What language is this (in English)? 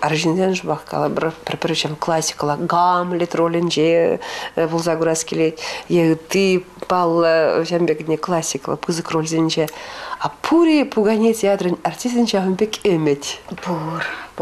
Chuvash